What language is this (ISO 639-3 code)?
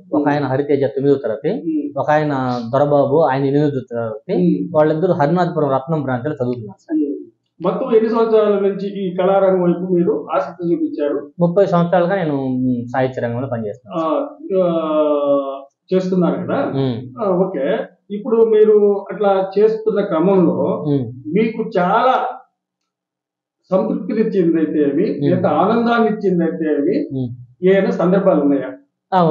tel